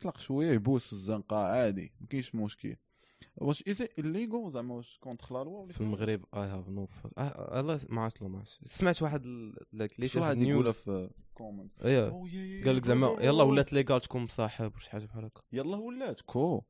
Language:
Moroccan Arabic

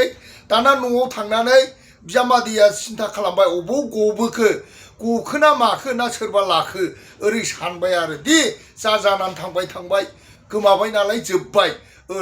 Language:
Bodo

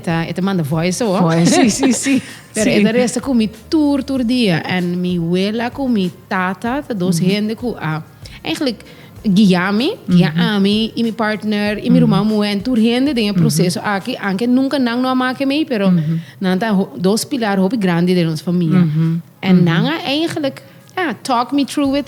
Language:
Papiamento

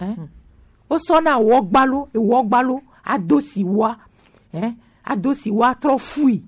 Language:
Gen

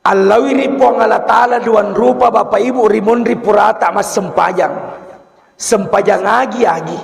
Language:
Buginese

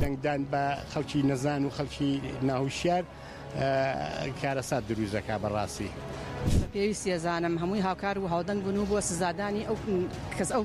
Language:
Central Kurdish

